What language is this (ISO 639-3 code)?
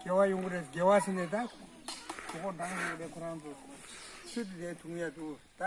bod